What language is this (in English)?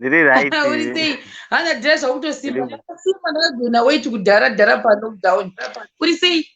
Shona